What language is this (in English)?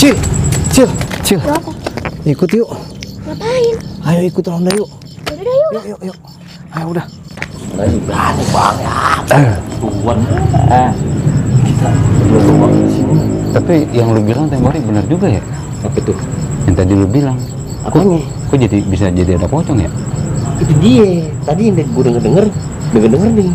Betawi